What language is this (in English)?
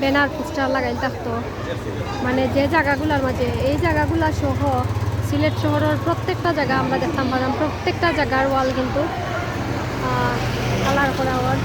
Sylheti